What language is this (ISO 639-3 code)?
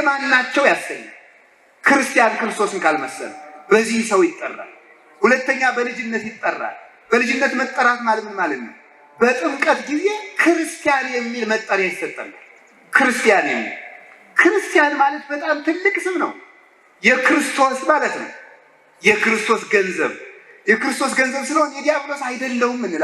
amh